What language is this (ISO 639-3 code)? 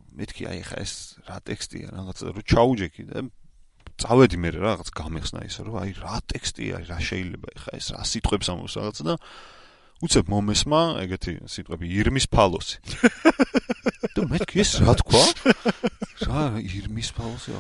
kat